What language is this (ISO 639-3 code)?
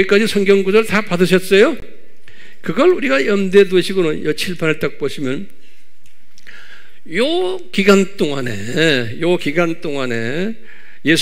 kor